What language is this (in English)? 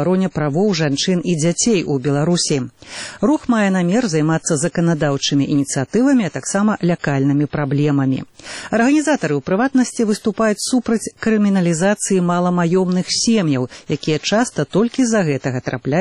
Belarusian